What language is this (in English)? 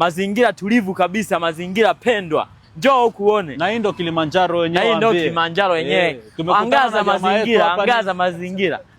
Swahili